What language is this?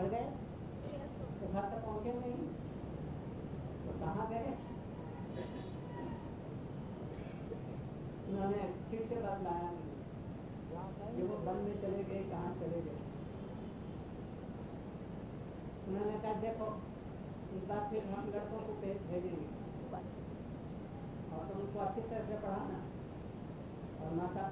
Hindi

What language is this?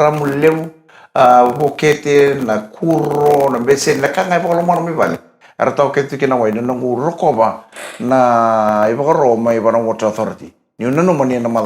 Fijian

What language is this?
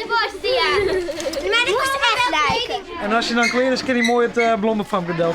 Western Frisian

